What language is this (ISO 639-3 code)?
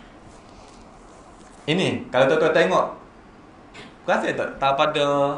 msa